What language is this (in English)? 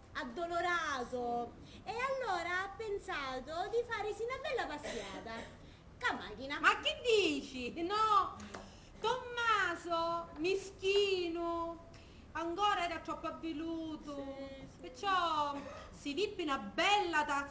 Sicilian